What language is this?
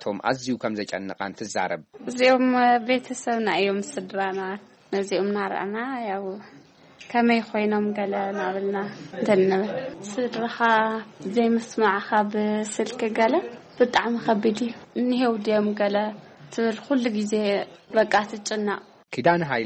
Tigrinya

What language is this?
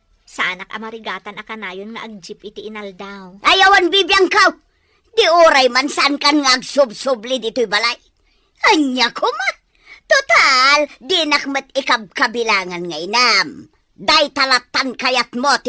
Iloko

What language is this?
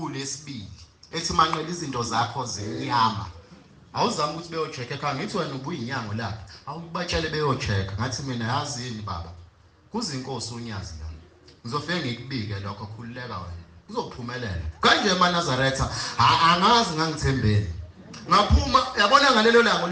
Zulu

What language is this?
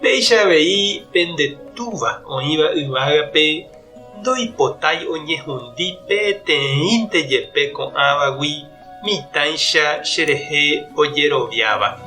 Guarani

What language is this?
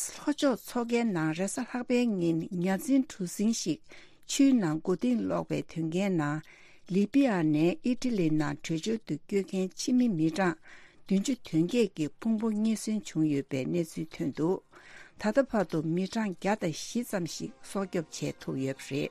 Tibetan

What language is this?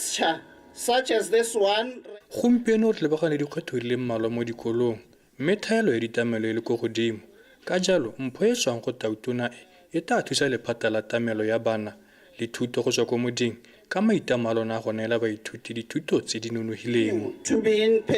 Tswana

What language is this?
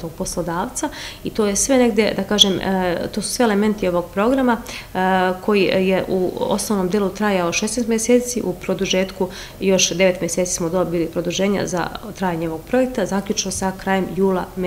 Serbian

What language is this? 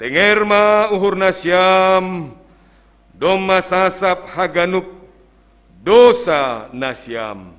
Batak Simalungun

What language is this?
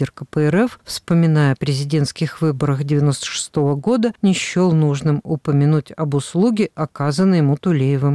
Russian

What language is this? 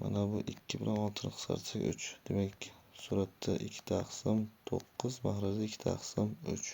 Uzbek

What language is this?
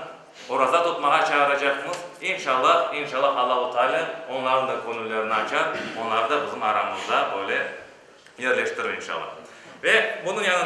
Crimean Tatar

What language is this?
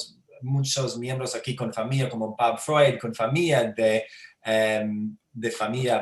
Ladino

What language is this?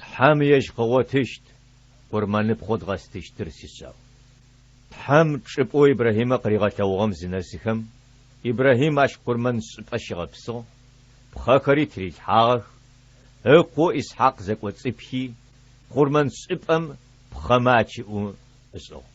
Adyghe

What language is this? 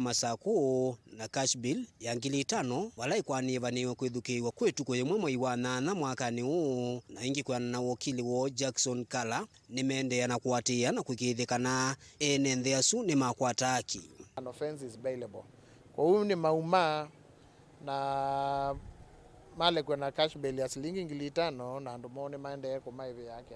Kamba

